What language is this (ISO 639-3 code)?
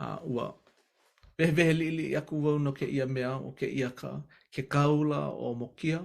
haw